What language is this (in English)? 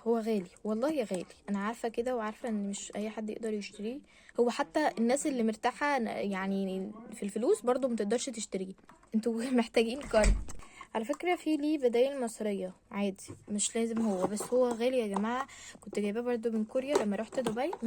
Egyptian Arabic